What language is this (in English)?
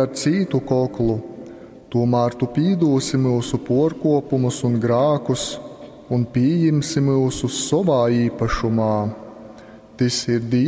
Latgalian